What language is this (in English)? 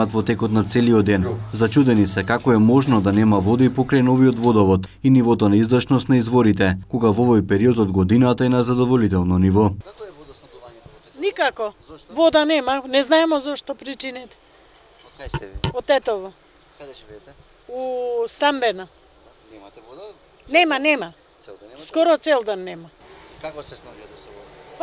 Macedonian